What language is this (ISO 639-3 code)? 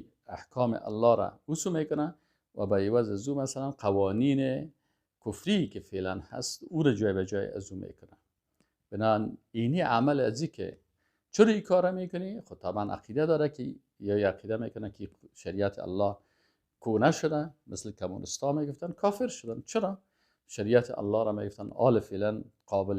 fas